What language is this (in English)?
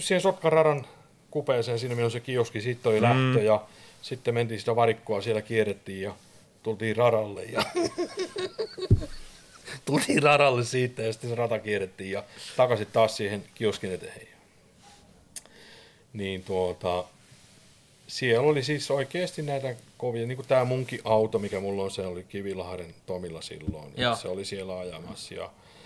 Finnish